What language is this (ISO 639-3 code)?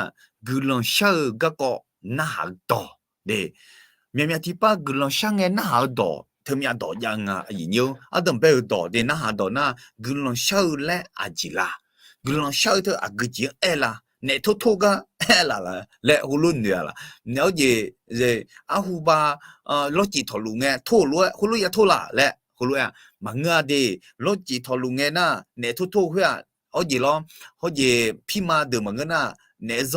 ahk